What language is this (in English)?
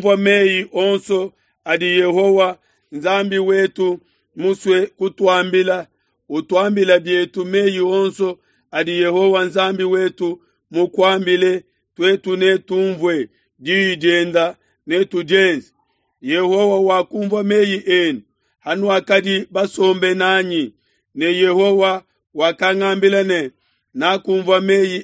Luba-Lulua